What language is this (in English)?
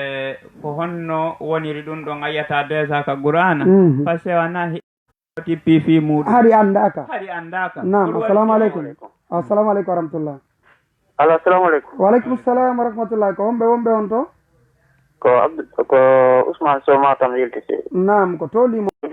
Fula